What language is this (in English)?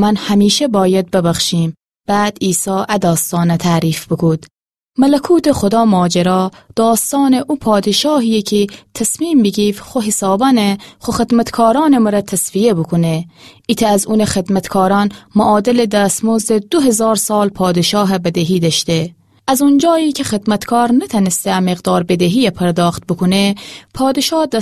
Gilaki